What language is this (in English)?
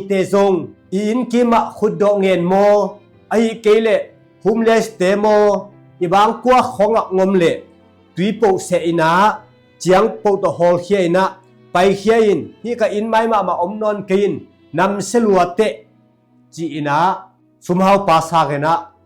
Tedim Chin